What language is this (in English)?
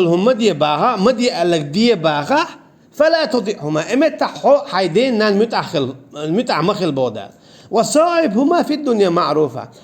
Chechen